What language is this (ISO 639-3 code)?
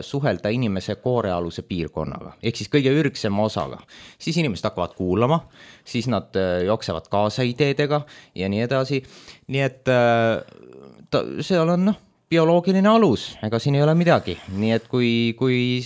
est